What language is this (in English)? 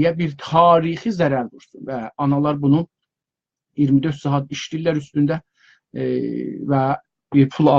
South Azerbaijani